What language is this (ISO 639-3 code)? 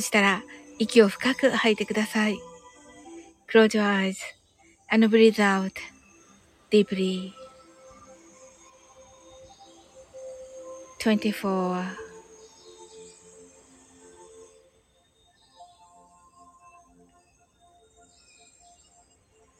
jpn